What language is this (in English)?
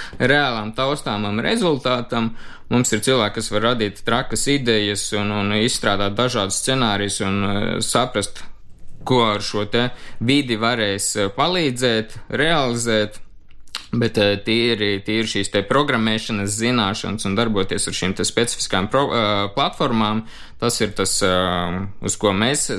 Latvian